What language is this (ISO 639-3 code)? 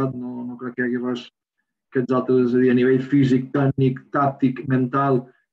cat